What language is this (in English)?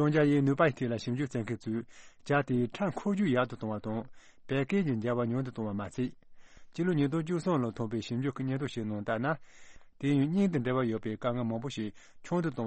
Tibetan